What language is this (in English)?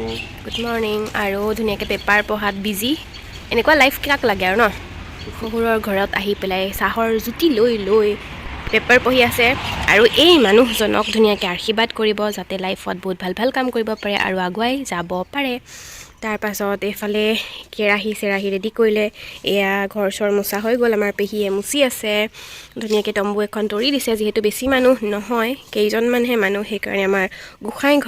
Assamese